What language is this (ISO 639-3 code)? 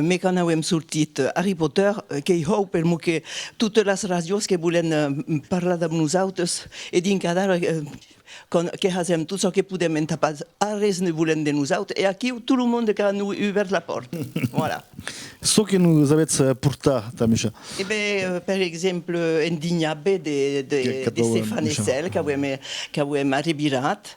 oci